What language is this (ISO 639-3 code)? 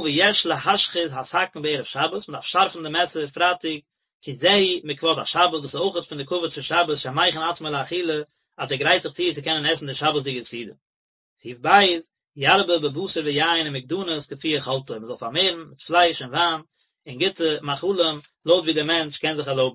yid